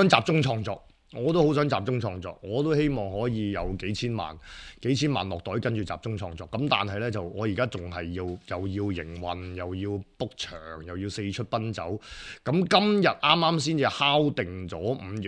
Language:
Cantonese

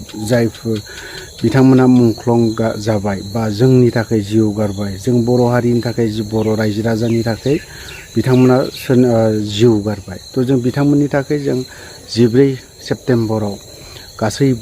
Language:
Bodo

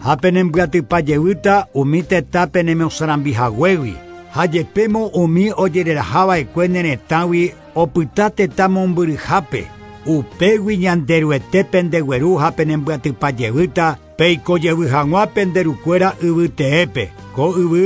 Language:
Guarani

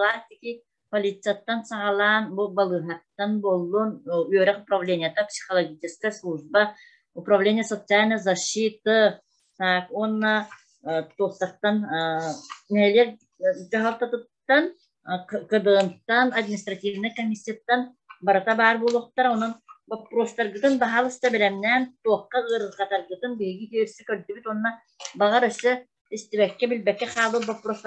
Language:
Yakut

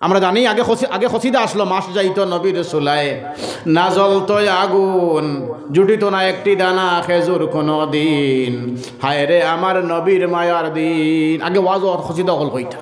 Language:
Sylheti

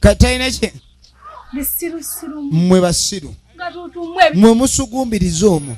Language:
Ganda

